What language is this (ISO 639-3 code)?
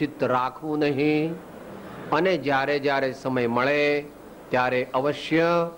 guj